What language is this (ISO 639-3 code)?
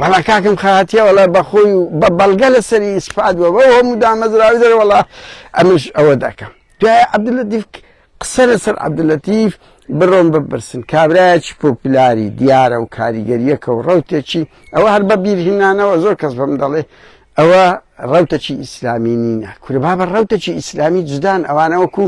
ckb